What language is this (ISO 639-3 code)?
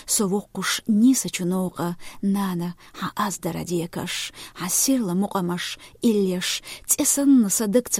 che